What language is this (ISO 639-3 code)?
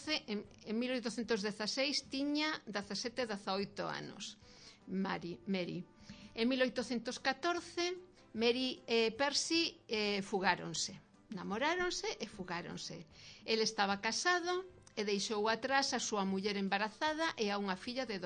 glg